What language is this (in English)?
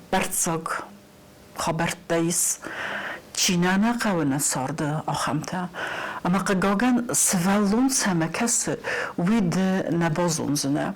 Ossetic